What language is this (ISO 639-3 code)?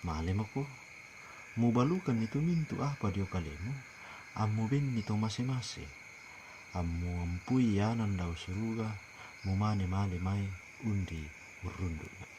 sda